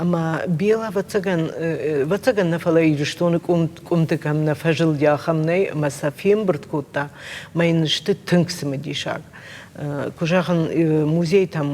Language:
Ossetic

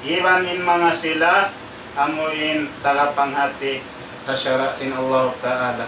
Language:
Tausug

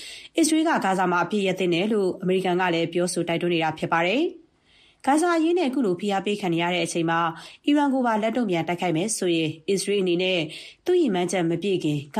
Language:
Burmese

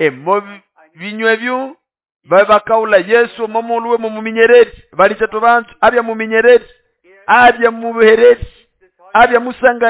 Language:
Nande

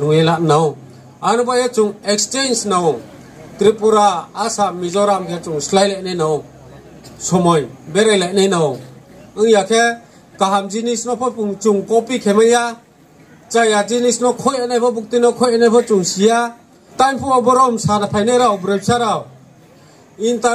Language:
Riang (India)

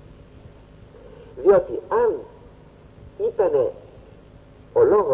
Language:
Greek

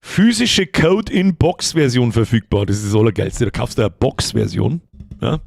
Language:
Bavarian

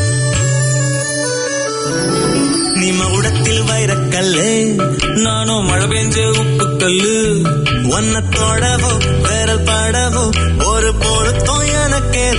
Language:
Tamil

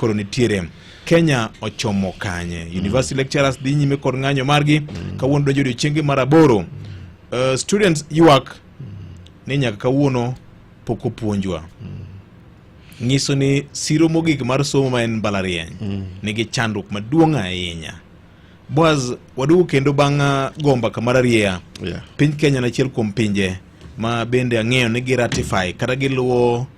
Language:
Luo (Kenya and Tanzania)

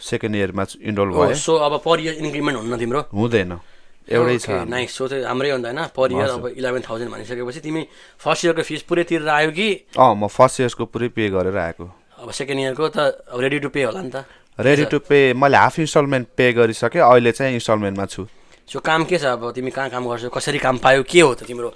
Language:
Nepali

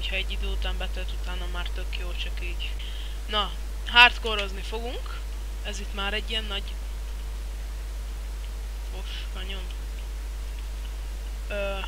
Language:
Hungarian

